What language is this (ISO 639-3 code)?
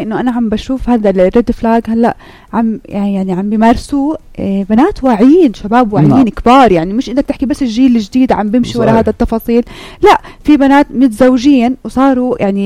apc